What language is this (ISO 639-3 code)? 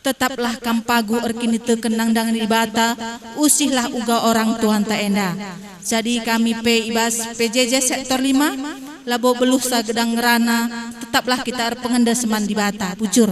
btx